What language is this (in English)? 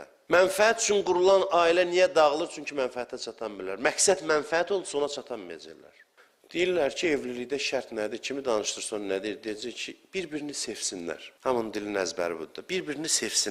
Azerbaijani